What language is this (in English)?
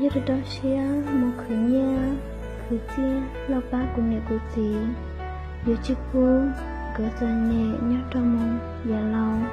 Hmong